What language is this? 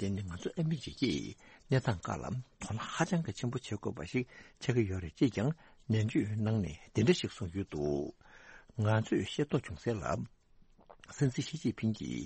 Tibetan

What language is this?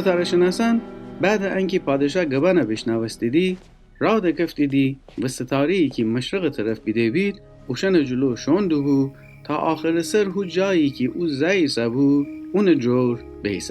Gilaki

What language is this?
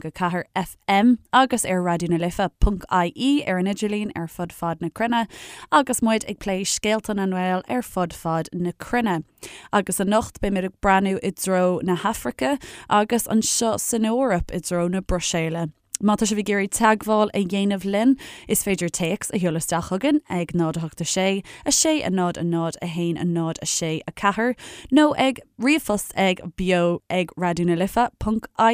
Irish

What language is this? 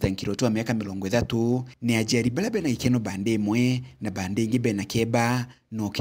Meru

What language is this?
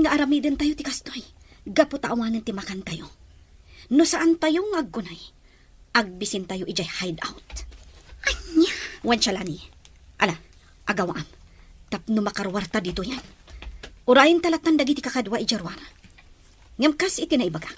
Iloko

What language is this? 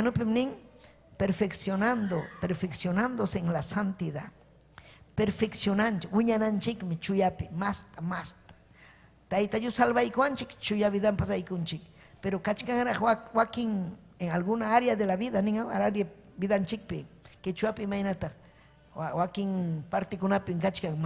Ayacucho Quechua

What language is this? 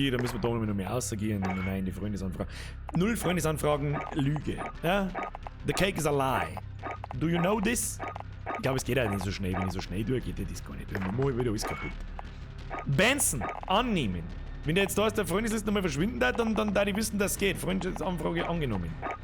Bavarian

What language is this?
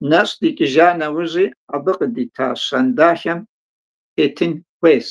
Kabardian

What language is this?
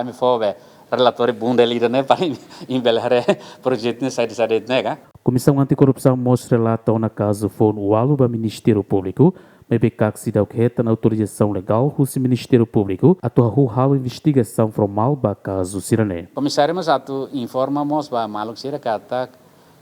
Tetum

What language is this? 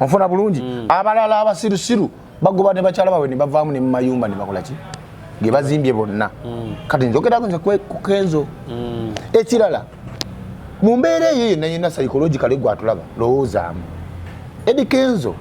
Ganda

